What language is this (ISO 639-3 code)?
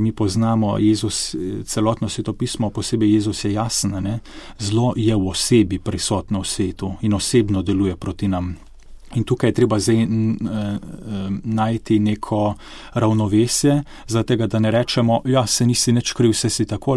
slv